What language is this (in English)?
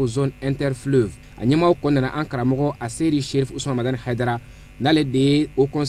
Bambara